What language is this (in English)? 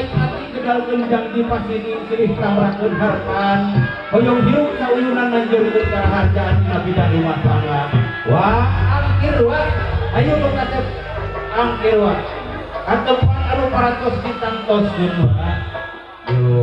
Sundanese